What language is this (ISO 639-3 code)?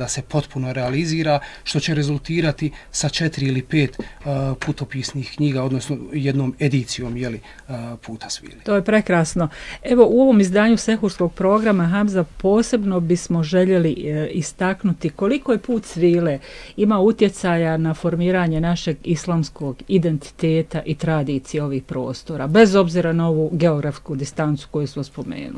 bos